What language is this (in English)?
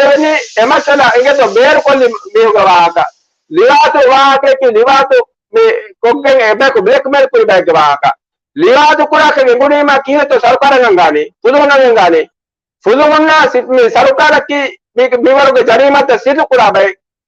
Divehi